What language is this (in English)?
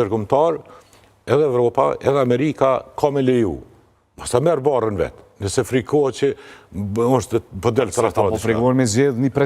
Albanian